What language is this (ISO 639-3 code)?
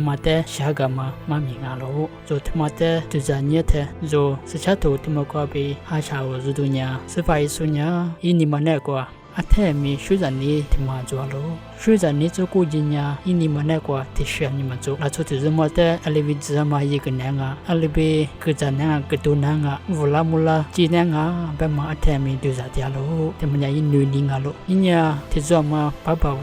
lis